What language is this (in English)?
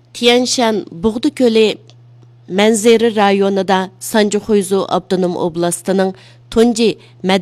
Uyghur